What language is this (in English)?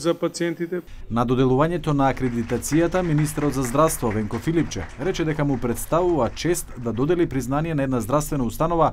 Macedonian